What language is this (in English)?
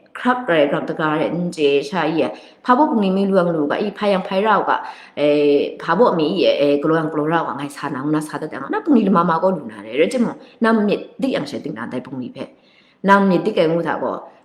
Kachin